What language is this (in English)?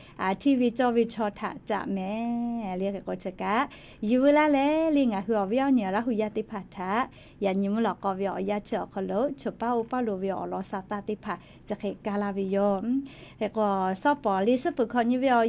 Lahu